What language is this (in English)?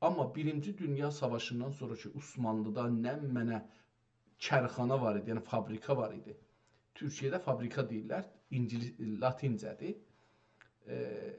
South Azerbaijani